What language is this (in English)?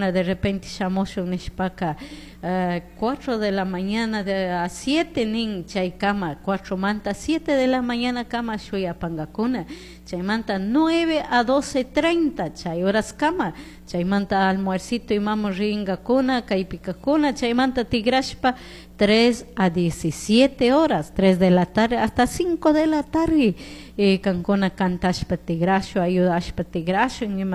Chimborazo Highland Quichua